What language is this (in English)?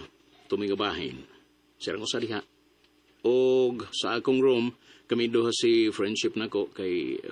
Cebuano